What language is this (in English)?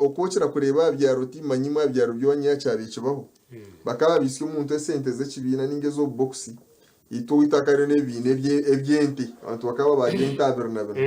Nyankole